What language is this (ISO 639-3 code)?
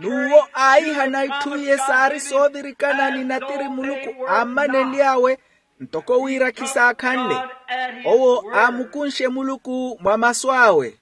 vmw